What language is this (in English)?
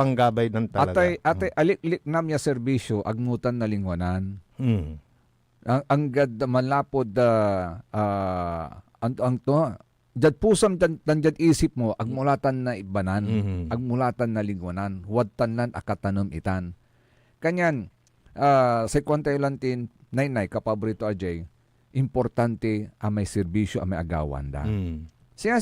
Pangasinan